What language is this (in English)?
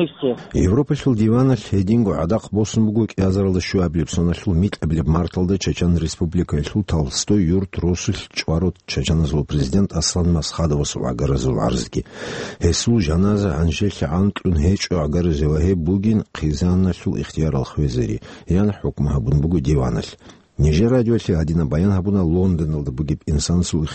Avaric